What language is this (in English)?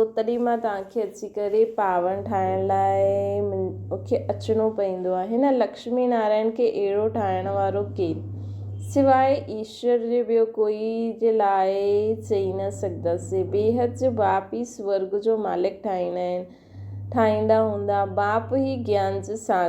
Sindhi